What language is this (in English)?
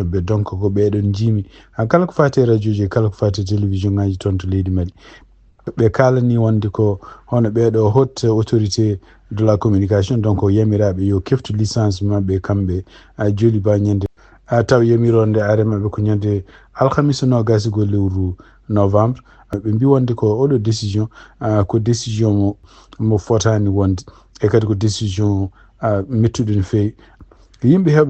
Fula